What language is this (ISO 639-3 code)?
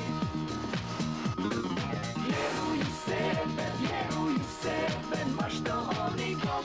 hrv